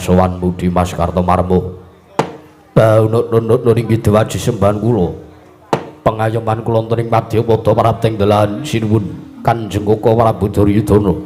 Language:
Javanese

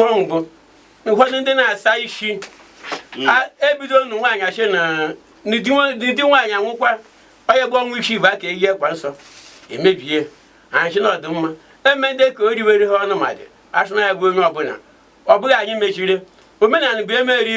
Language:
Igbo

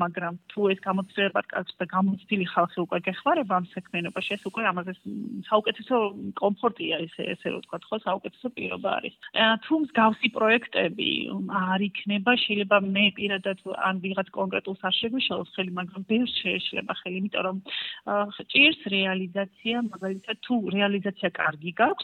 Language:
Georgian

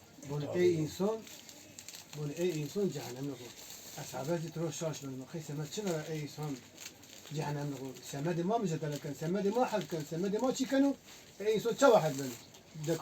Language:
Zaza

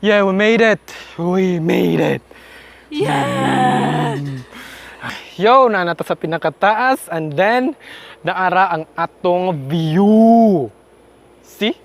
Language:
Cebuano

